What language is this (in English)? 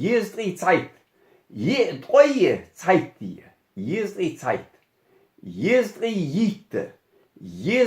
Ingush